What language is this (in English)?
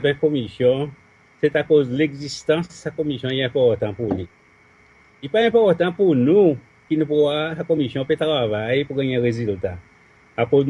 Seselwa Creole French